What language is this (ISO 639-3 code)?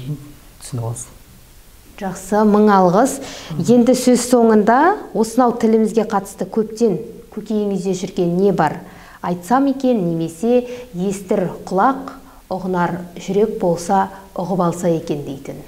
kaz